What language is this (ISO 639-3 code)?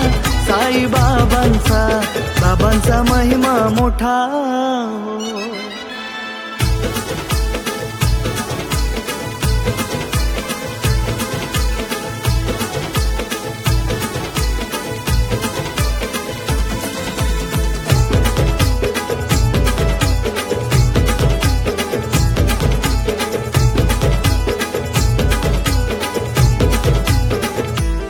mar